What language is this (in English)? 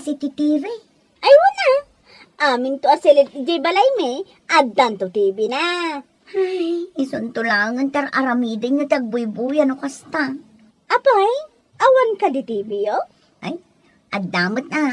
Iloko